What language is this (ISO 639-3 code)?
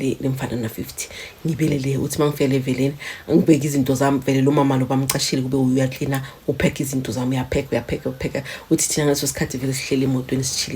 zul